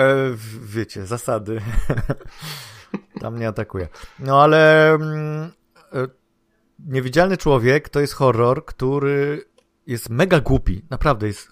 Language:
Polish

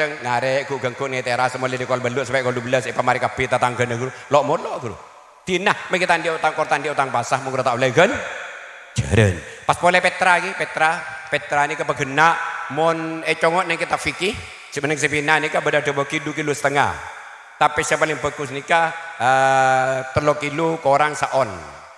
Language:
Madurese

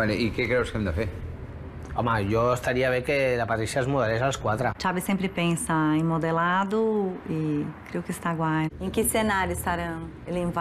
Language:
Catalan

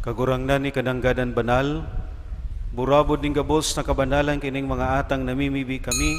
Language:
Bikol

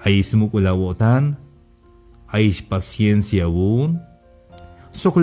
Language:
Tzeltal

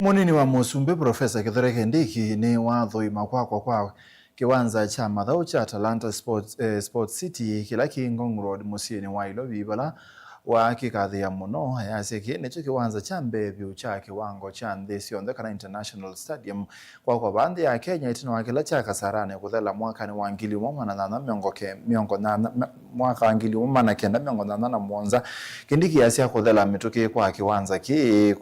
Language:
Kamba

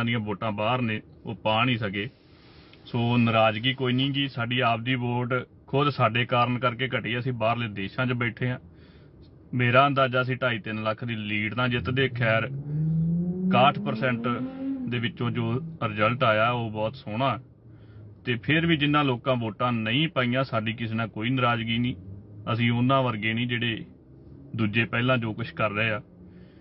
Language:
Punjabi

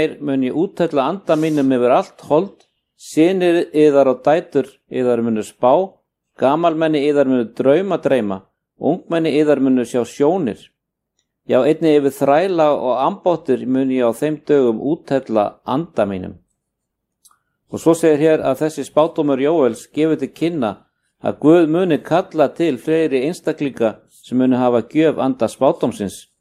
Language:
Icelandic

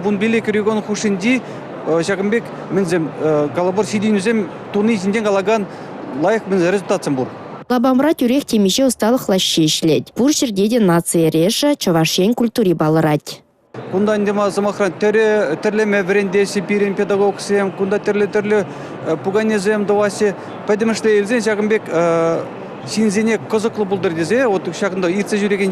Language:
Chuvash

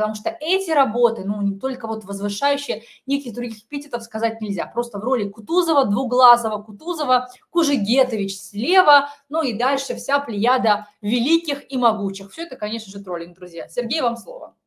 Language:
Russian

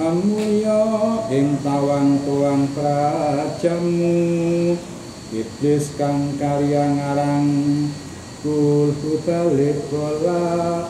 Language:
Javanese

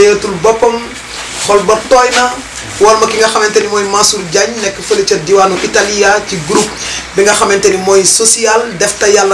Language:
Wolof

